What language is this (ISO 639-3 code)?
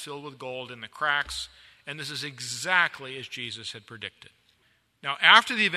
eng